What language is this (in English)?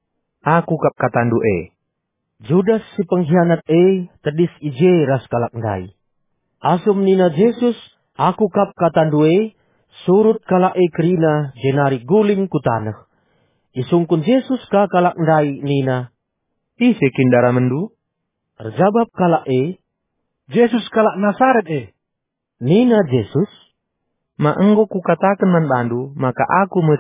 Batak Karo